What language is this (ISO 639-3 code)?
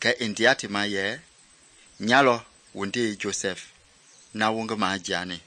men